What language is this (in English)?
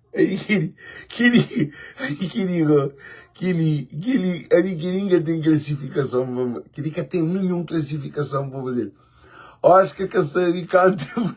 Kabuverdianu